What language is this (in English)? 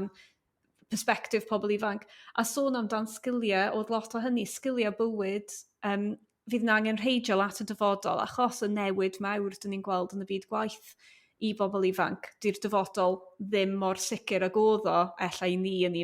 Welsh